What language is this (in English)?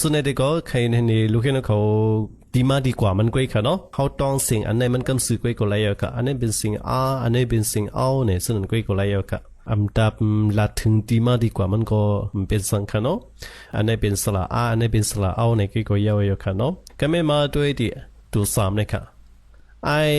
Shan